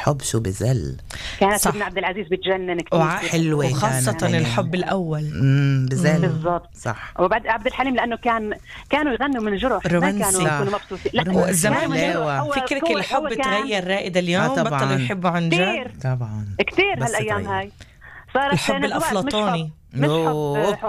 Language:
North Levantine Arabic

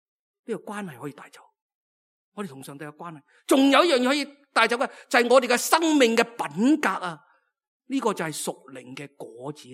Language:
Cantonese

